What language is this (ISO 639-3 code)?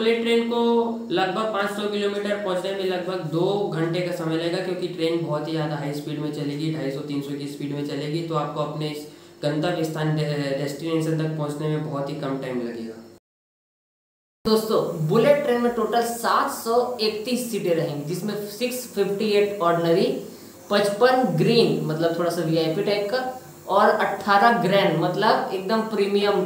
hin